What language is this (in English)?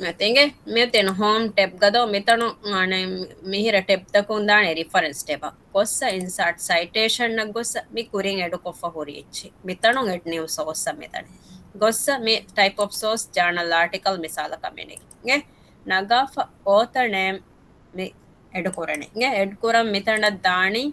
Divehi